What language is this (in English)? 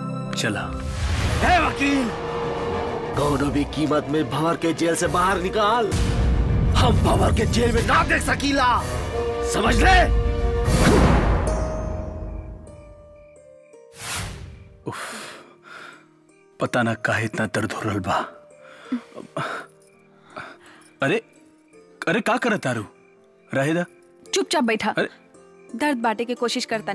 Bhojpuri